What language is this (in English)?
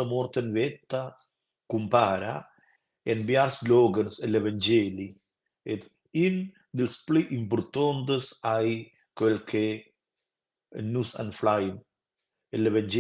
Romansh